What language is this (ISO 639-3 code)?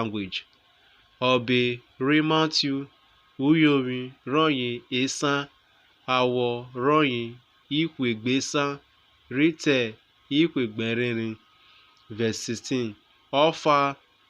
urh